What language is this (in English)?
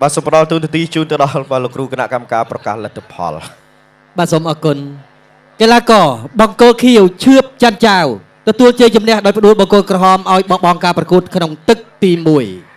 Khmer